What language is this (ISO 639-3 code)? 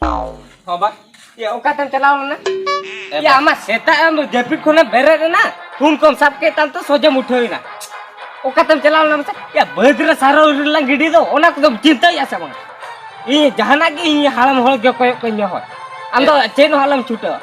sat